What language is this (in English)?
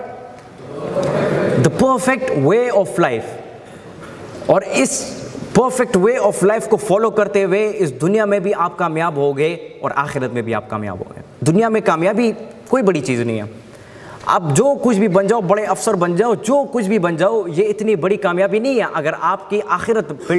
Urdu